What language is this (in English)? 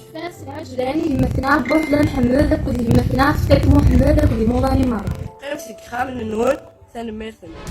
Kabyle